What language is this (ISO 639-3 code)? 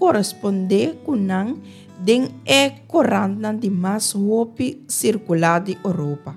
pap